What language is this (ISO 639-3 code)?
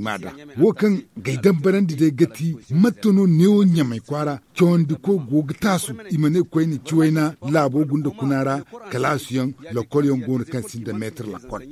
dje